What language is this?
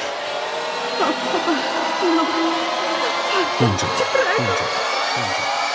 Italian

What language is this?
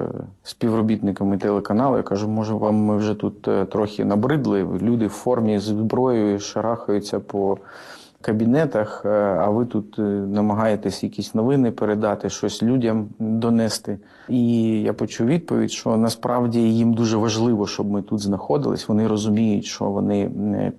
Ukrainian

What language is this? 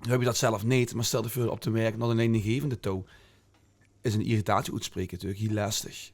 Limburgish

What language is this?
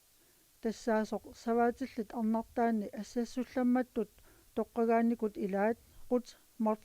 Kalaallisut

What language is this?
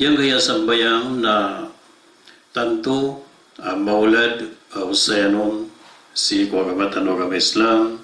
Maranao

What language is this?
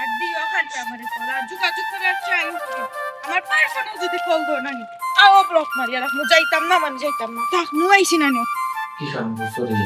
Sylheti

